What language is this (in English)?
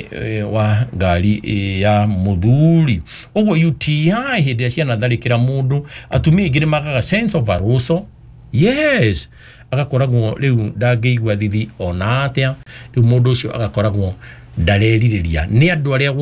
Kikuyu